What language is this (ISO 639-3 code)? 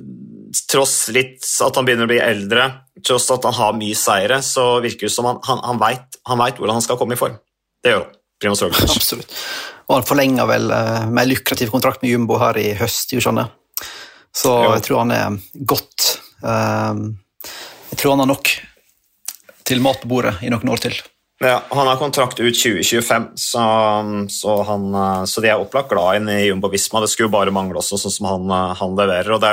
nor